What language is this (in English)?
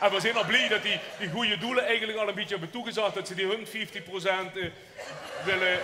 Limburgish